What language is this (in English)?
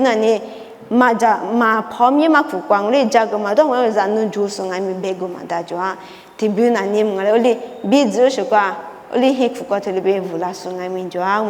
Lisu